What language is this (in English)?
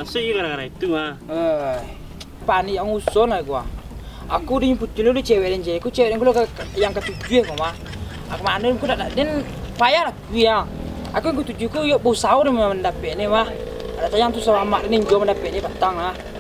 Minangkabau